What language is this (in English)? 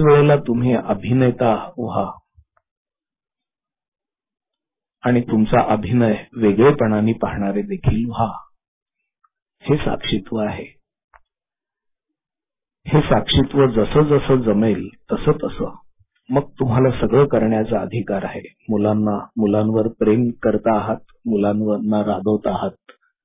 Marathi